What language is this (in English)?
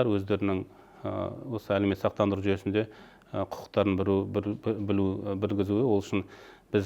Kazakh